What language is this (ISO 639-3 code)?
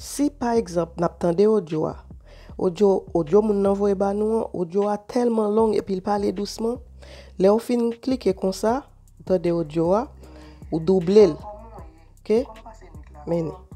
hat